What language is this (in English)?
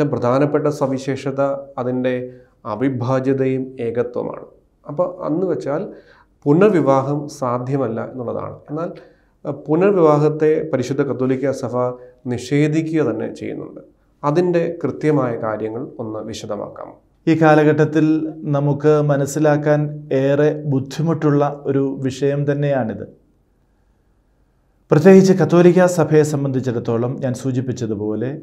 Malayalam